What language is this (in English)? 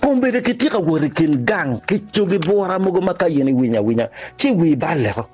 Acoli